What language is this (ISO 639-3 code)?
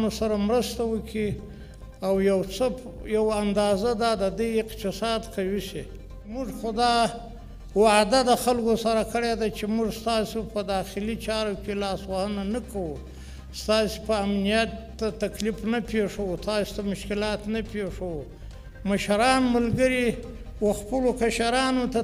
pus